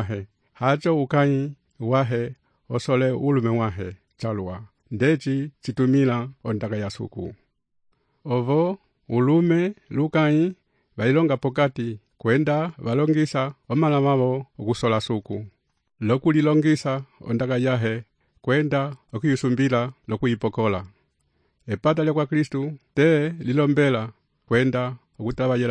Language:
Umbundu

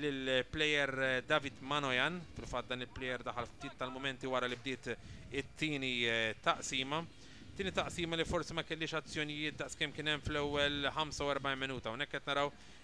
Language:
Maltese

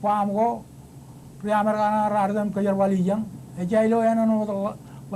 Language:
Marshallese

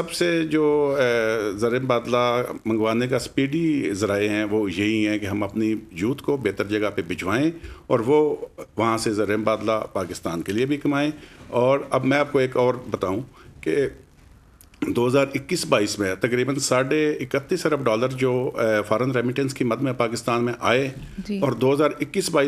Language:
Urdu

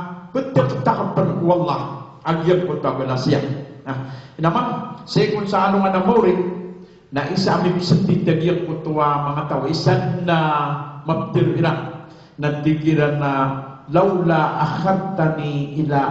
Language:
Maranao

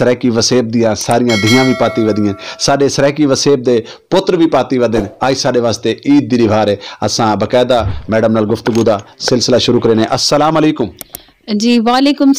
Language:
Saraiki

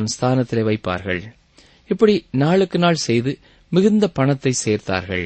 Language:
Tamil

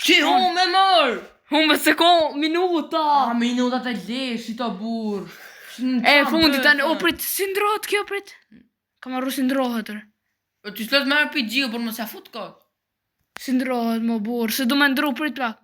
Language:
Albanian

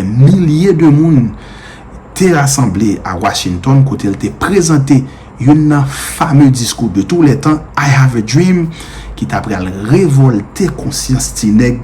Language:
Haitian Creole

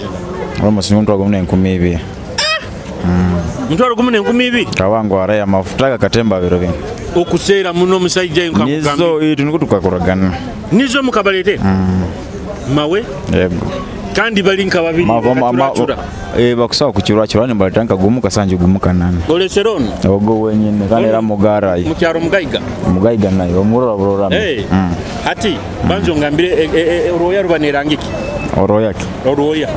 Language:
Nyoro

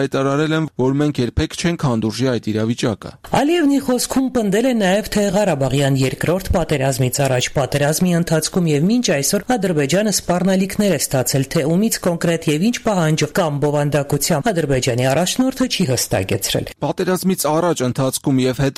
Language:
Armenian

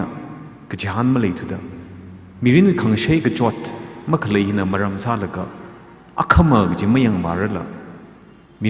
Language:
Tangkhul Naga (India)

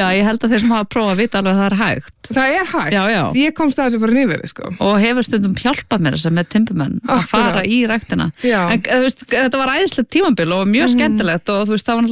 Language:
Icelandic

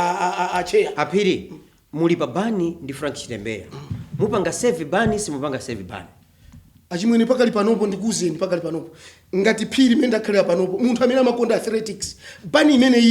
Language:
Nyanja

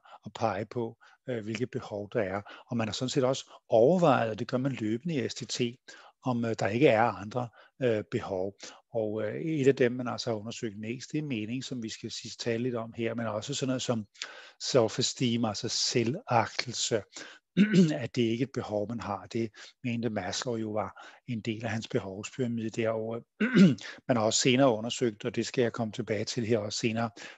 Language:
Danish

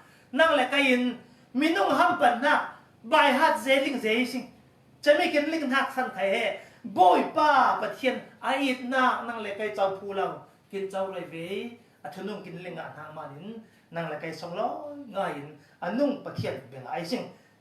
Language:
Falam Chin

